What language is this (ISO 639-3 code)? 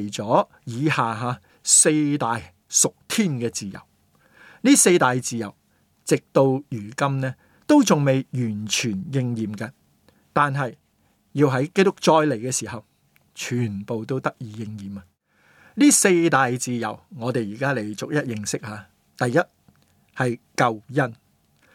yue